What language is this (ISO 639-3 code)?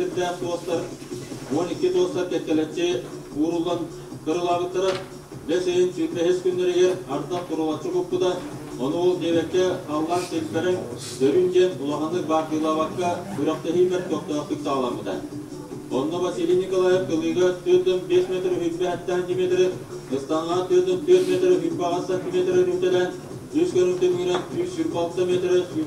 sah